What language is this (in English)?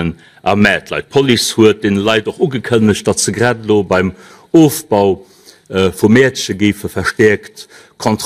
Luxembourgish